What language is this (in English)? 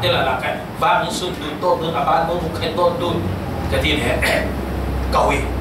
Falam Chin